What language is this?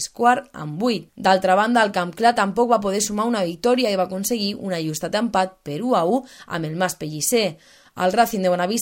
Catalan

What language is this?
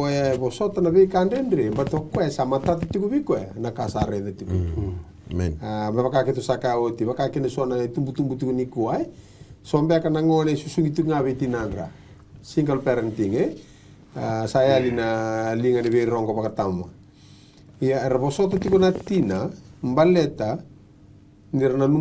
Fijian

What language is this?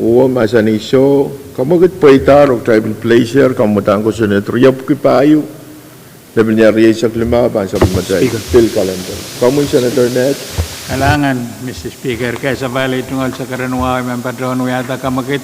Pohnpeian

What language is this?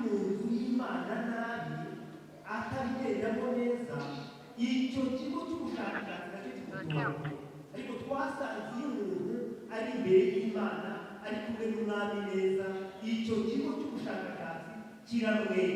Kinyarwanda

